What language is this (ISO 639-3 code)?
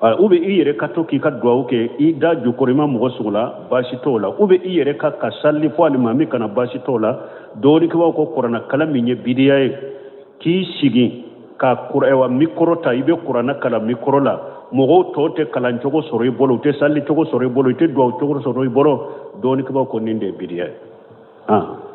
bam